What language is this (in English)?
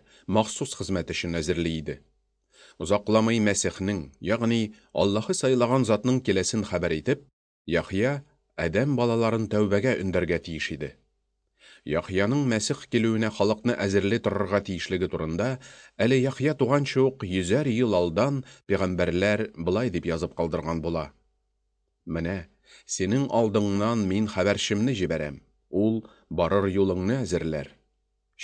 Tatar